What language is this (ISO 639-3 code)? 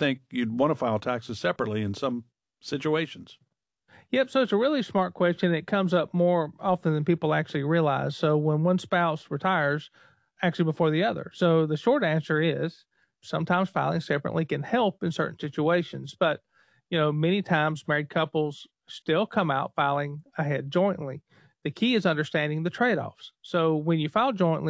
eng